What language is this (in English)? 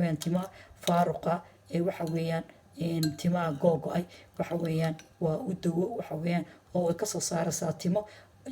Somali